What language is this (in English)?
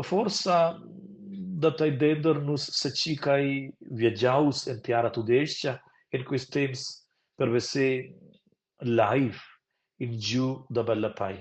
Romansh